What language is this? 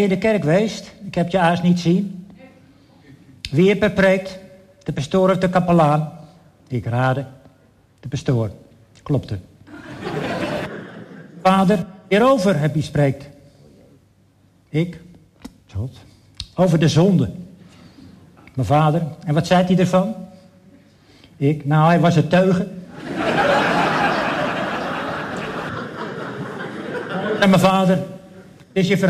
Dutch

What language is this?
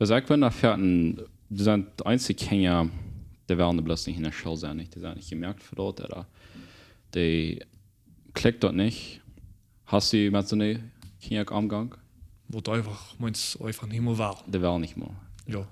Plautdietsch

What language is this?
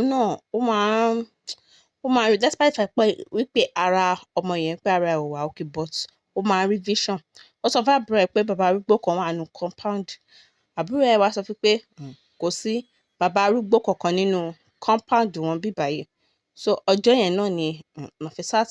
Yoruba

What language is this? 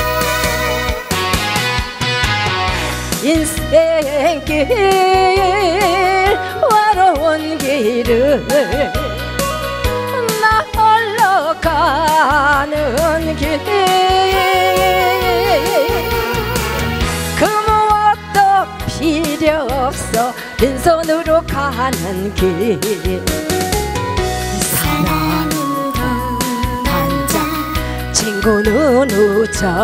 Korean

